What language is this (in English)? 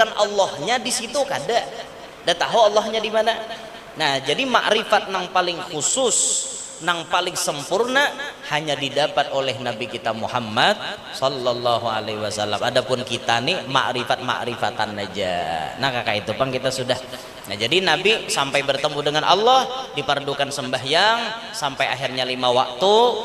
Banjar